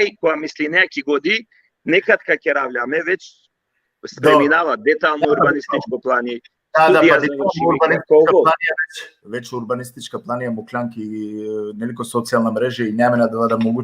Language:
Balkan Romani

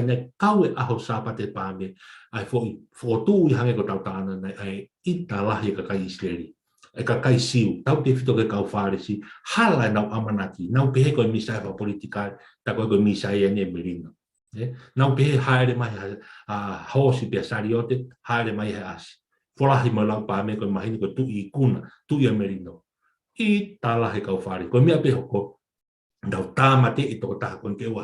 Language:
Tongan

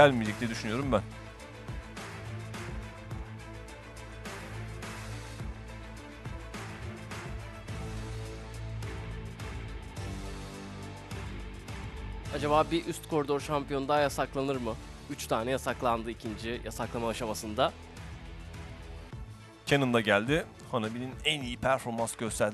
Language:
Turkish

